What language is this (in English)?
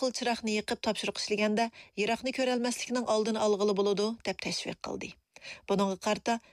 Uyghur